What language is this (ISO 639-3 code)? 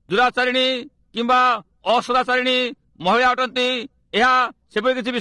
ori